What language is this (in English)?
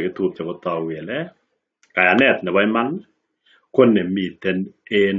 Kalenjin